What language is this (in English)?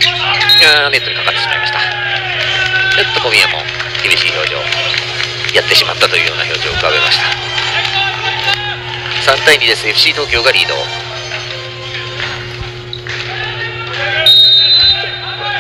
Japanese